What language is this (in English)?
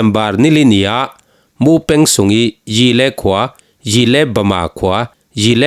Falam Chin